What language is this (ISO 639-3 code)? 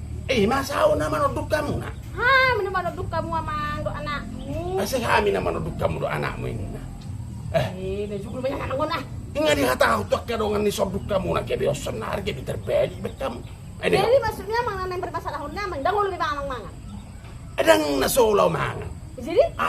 bbc